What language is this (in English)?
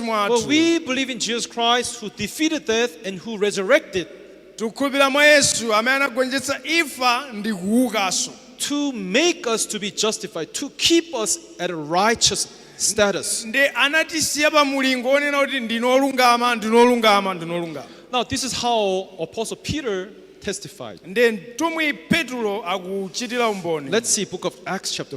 Nyanja